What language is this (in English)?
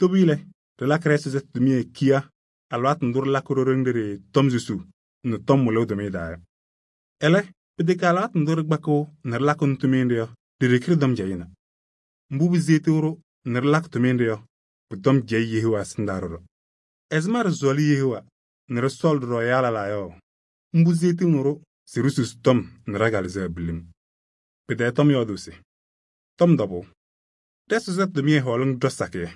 Kabiyè